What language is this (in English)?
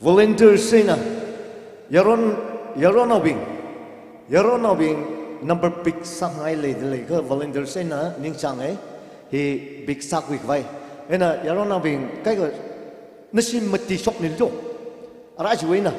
Tangkhul Naga (India)